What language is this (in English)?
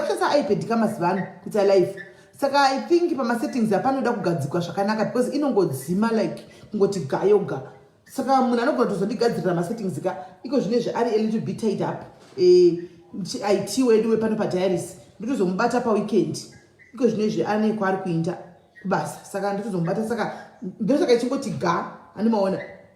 Shona